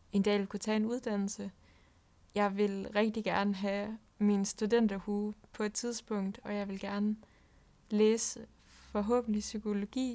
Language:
Danish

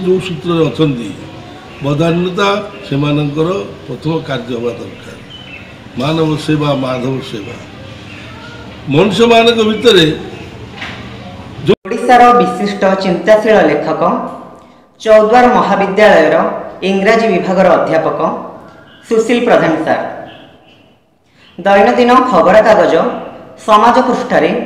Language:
Odia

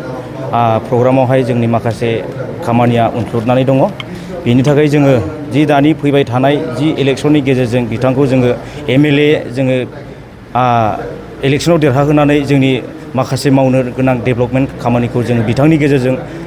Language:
Bodo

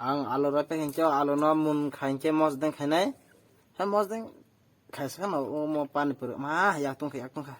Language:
Kok Borok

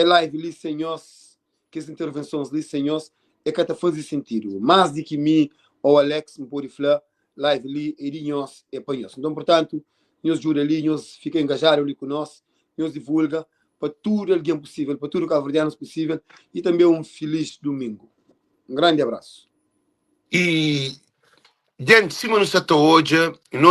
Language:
Kabuverdianu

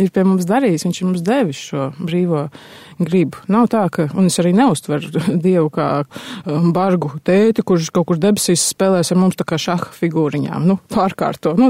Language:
Latvian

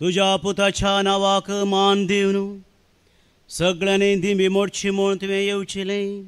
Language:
Konkani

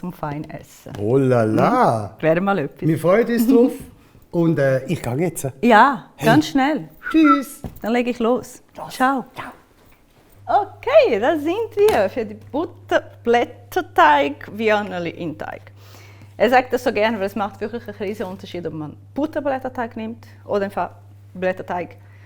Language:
Swiss German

